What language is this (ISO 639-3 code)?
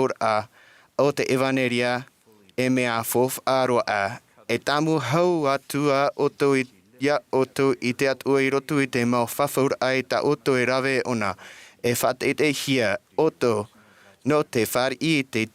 tah